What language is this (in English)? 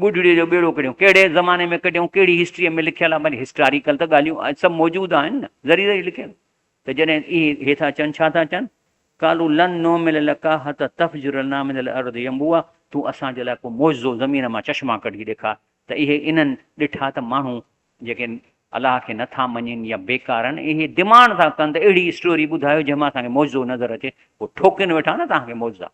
Sindhi